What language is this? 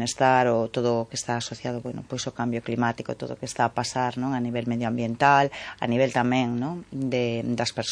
Galician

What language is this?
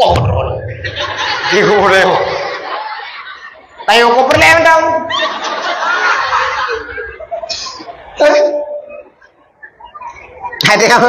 Achinese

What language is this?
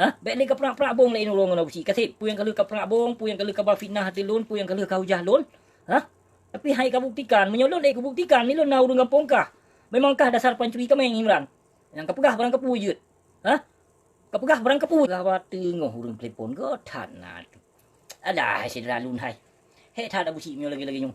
Achinese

